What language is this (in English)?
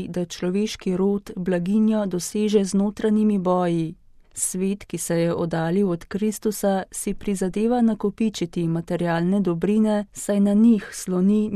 Slovenian